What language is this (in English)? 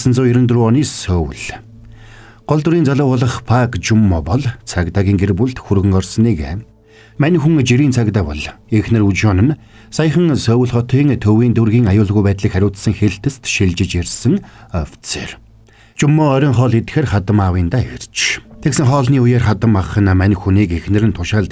Mongolian